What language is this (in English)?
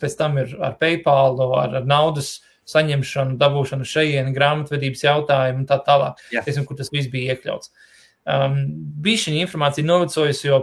Latvian